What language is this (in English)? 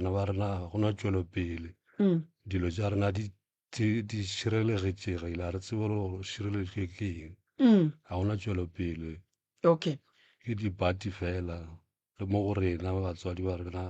Northern Sotho